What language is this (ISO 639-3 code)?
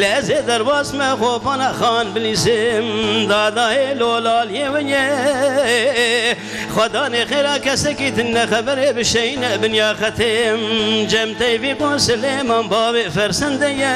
kur